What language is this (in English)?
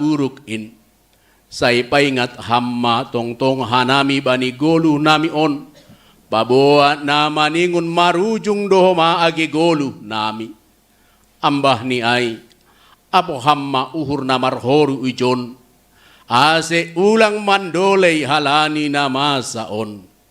Batak Simalungun